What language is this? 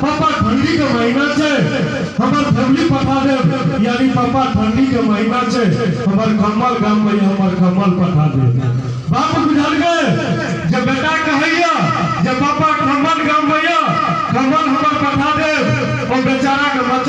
Maithili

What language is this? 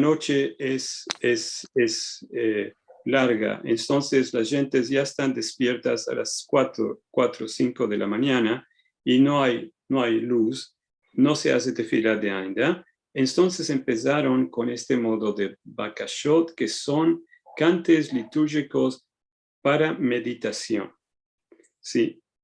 Ladino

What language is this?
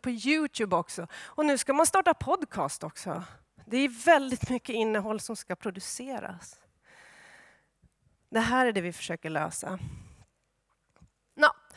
Swedish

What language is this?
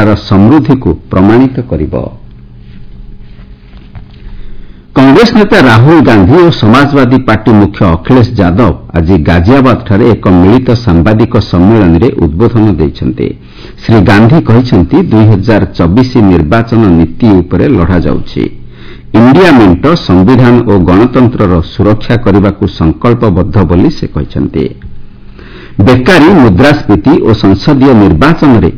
Odia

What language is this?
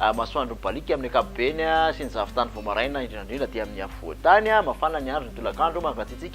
Malagasy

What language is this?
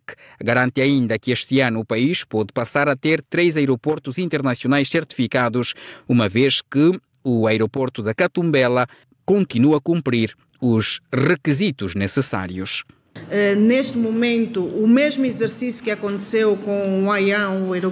Portuguese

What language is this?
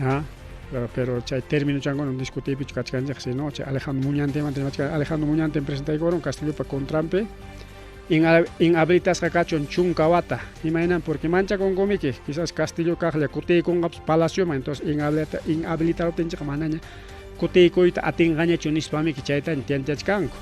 Ayacucho Quechua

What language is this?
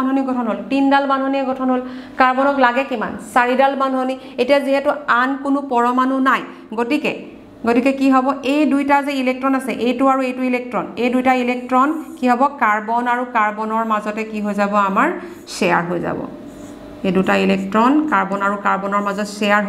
Assamese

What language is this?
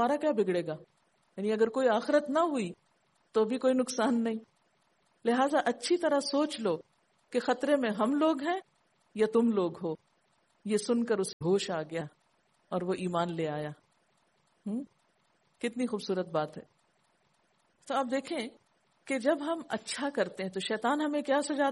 Urdu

